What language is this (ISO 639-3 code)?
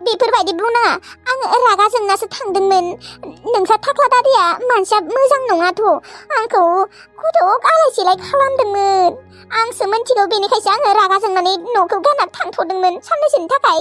brx